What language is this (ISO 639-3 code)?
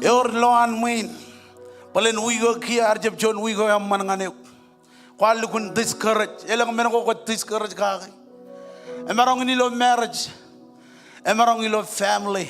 mah